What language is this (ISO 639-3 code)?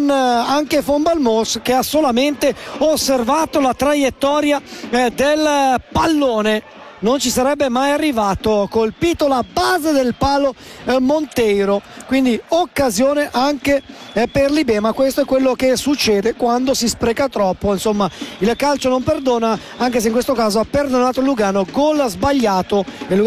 ita